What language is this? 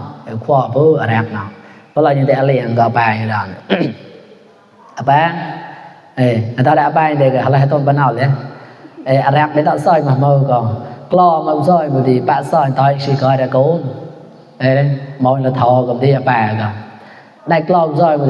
Mon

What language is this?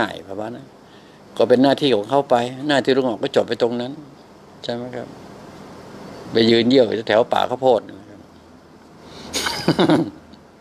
Thai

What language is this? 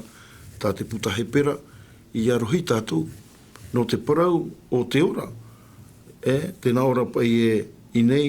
Tahitian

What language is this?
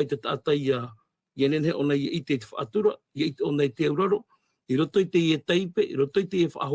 Tahitian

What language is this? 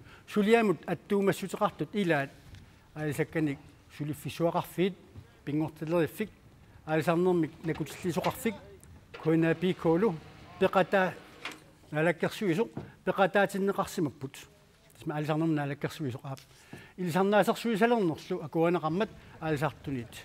Kalaallisut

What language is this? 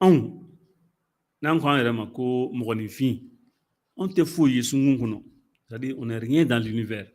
Bambara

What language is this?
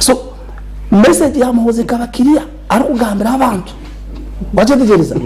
Nyankole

